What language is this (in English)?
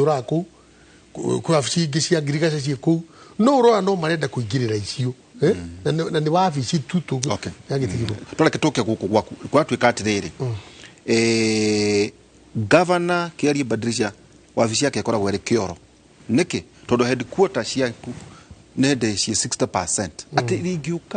Kikuyu